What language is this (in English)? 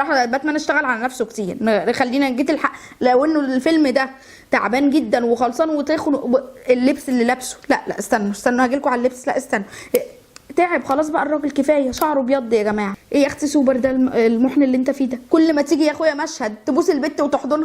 Egyptian Arabic